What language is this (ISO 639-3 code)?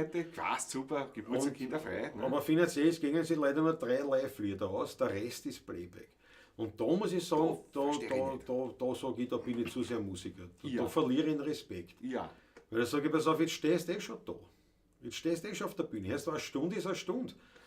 bar